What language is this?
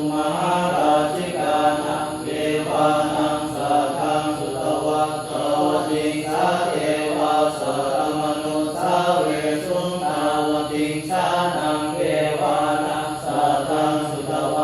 Pali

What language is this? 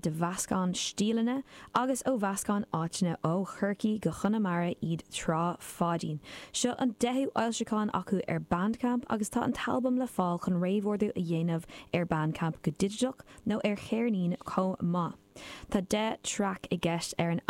Irish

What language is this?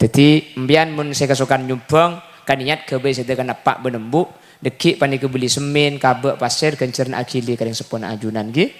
Madurese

